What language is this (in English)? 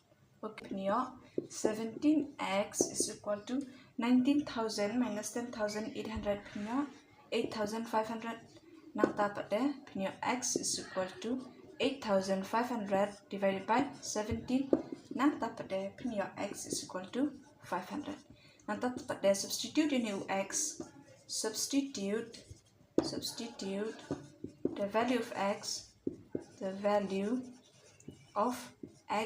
Khasi